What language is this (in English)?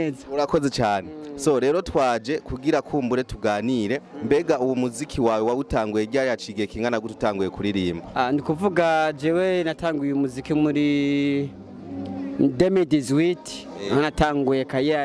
Rundi